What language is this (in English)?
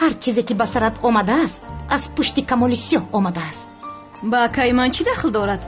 Tajik